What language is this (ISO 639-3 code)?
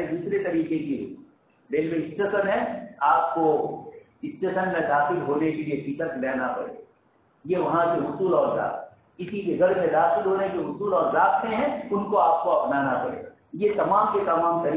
urd